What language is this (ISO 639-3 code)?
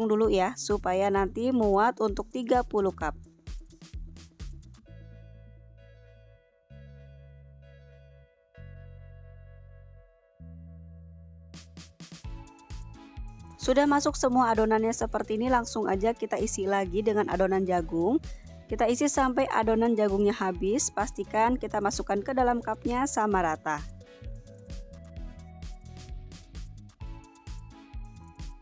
ind